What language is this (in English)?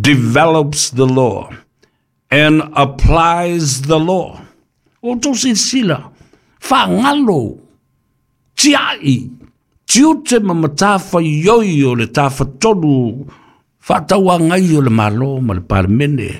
Samoan